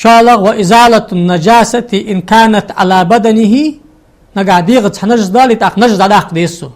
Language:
Ingush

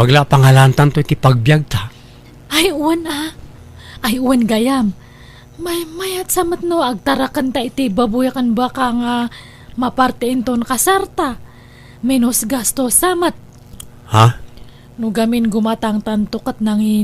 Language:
Iloko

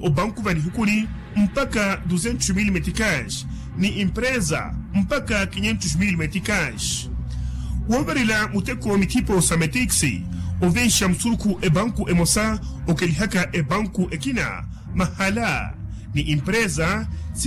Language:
Makhuwa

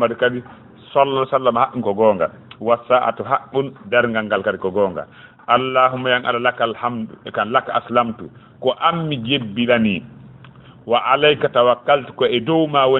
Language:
Fula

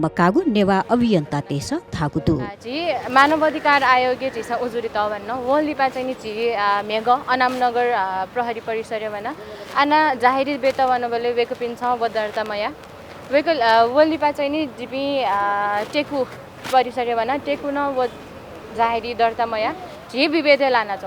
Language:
Newari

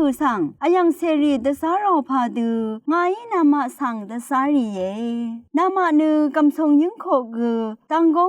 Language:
Rawang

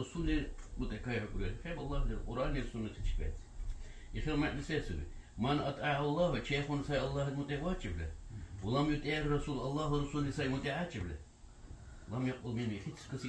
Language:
Dargwa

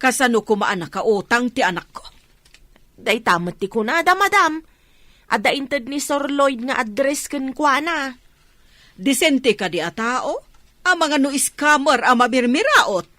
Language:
Iloko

